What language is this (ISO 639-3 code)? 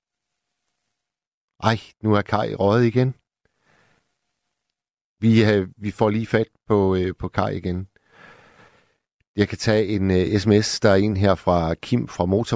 dan